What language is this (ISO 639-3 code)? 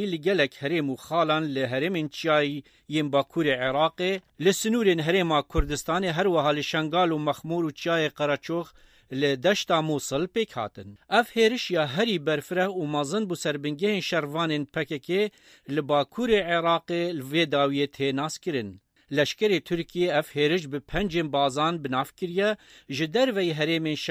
kur